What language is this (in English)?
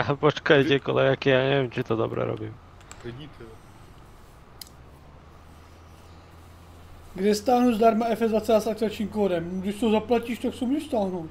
Czech